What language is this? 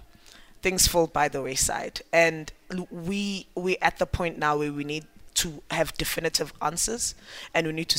English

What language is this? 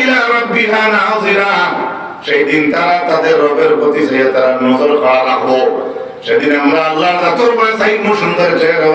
Sylheti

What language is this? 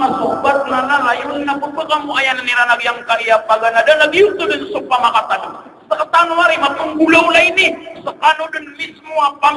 Maranao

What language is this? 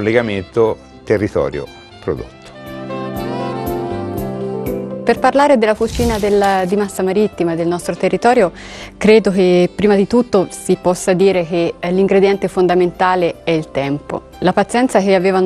Italian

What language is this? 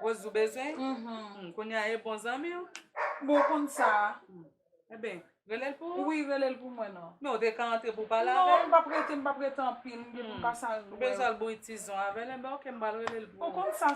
Haitian Creole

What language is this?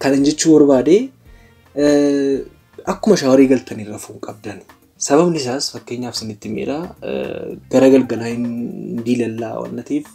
Oromo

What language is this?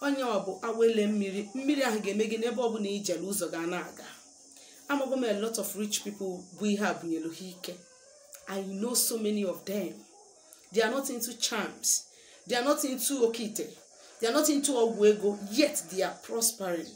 Igbo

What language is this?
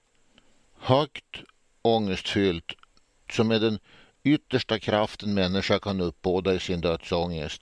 Swedish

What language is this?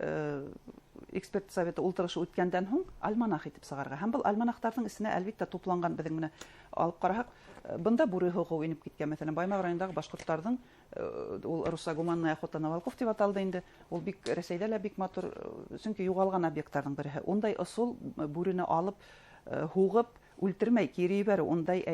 Bashkir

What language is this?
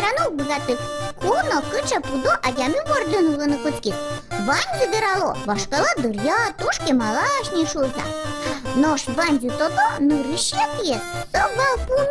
Udmurt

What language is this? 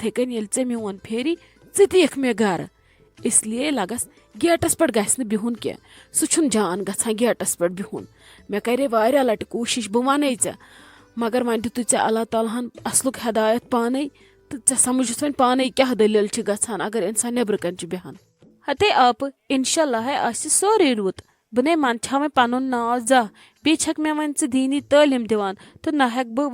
Kashmiri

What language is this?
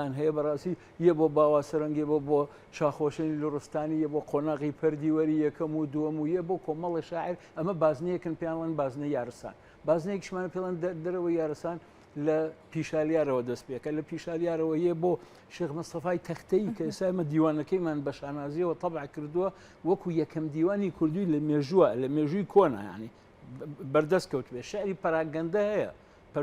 Central Kurdish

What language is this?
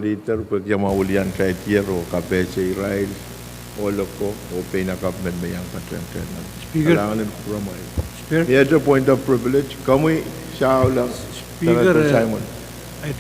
Pohnpeian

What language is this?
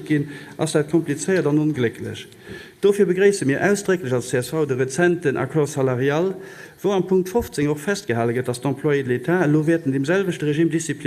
Luxembourgish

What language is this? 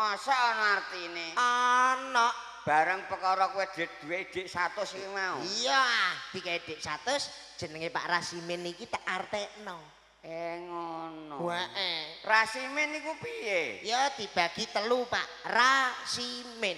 Javanese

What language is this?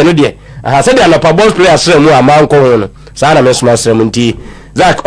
Akan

